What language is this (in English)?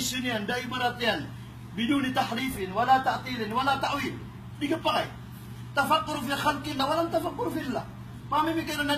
Maranao